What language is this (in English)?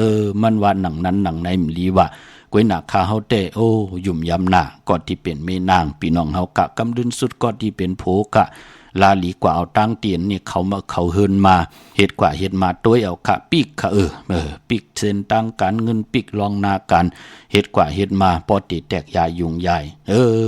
Shan